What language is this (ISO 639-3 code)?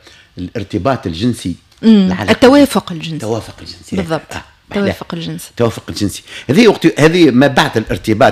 aeb